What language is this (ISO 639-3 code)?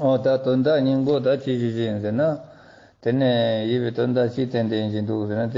lbj